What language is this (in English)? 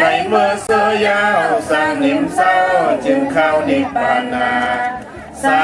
Shan